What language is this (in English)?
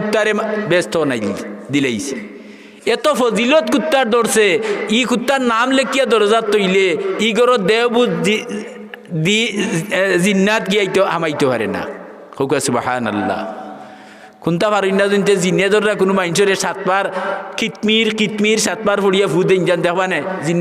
Sylheti